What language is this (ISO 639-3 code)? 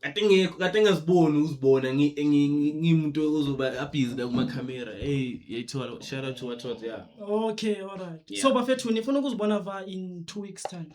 zul